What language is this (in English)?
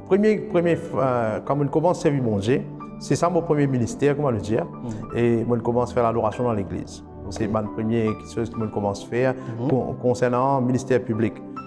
Morisyen